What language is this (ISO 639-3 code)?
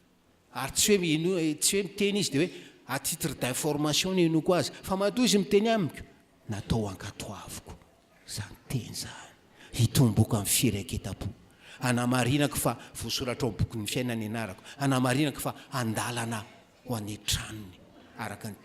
mlg